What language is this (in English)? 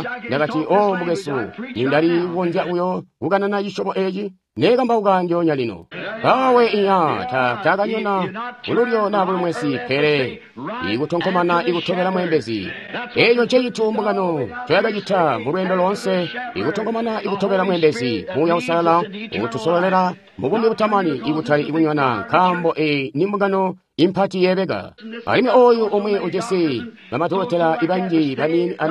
Tonga (Zambia)